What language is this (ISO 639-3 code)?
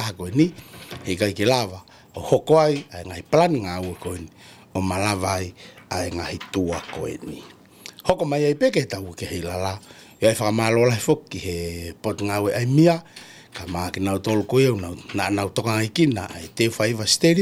ton